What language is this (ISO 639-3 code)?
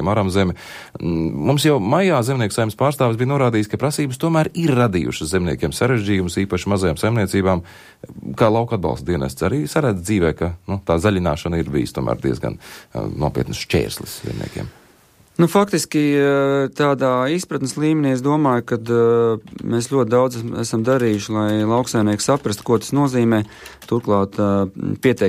lav